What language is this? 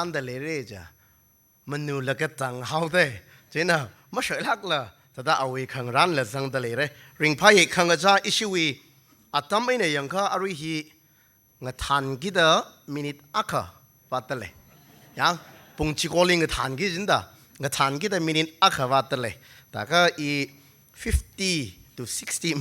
Tangkhul Naga (India)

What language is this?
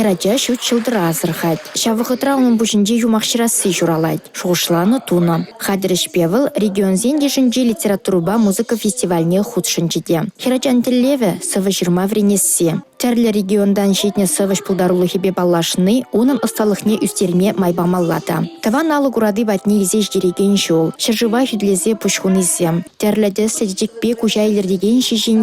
Chuvash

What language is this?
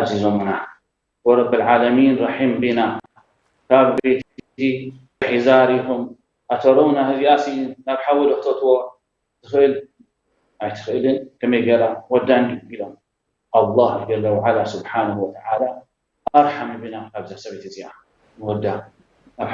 Tigrinya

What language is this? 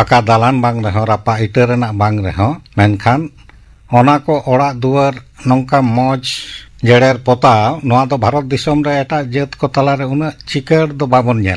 Santali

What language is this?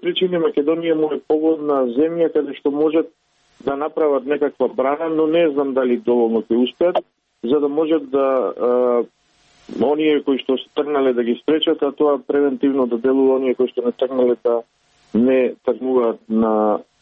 Macedonian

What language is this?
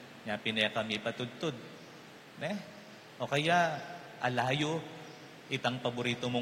Pampanga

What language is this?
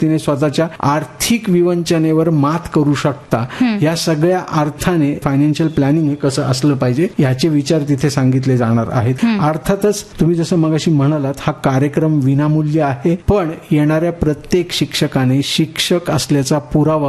Marathi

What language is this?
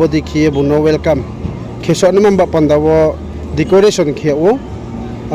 Riang (India)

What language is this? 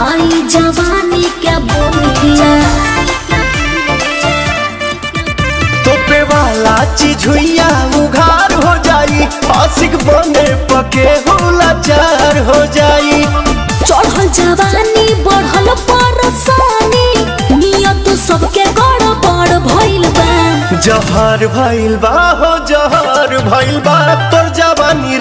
Bhojpuri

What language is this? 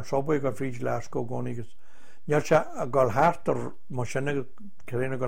Irish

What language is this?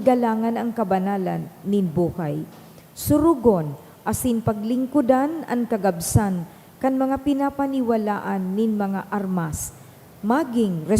Bikol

